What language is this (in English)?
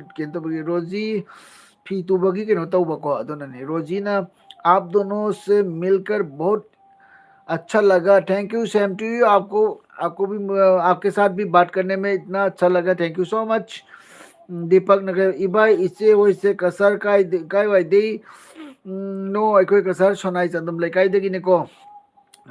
Manipuri